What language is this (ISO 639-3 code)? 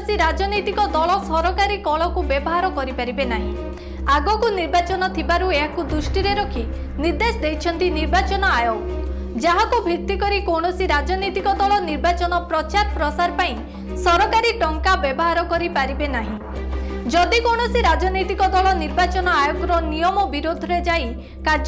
ori